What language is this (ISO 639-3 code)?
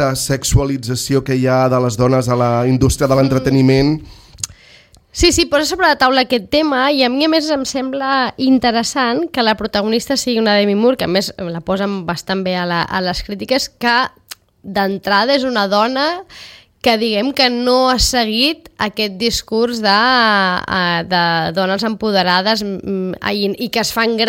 cat